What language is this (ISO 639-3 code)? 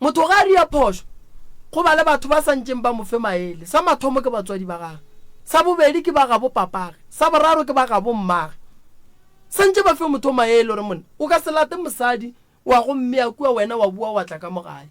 nso